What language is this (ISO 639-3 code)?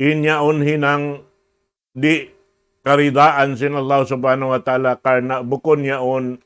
tsg